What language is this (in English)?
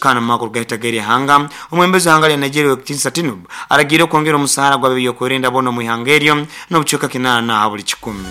Nyoro